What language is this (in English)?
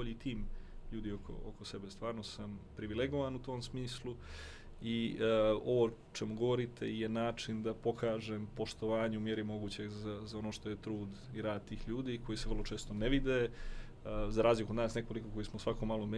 Bosnian